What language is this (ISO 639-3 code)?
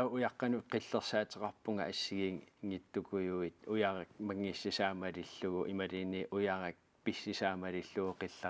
kal